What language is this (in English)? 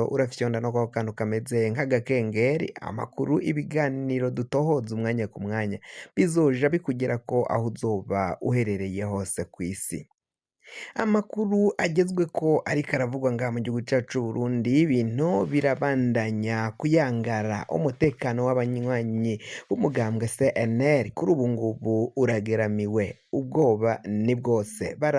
Rundi